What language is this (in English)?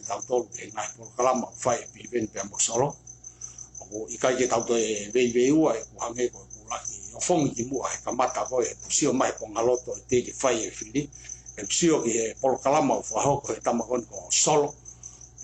Tongan